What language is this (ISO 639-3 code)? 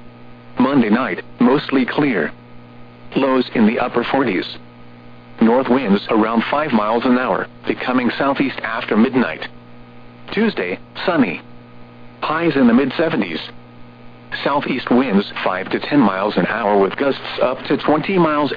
eng